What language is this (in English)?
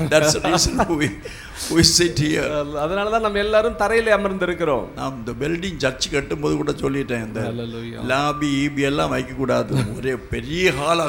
Tamil